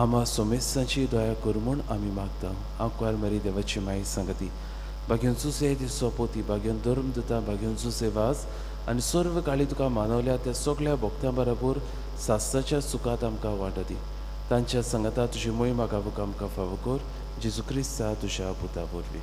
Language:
Konkani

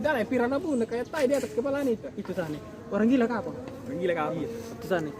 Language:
Makassar Malay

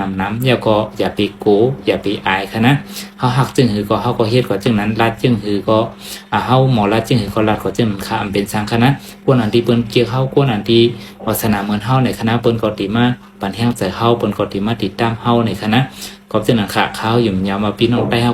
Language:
Shan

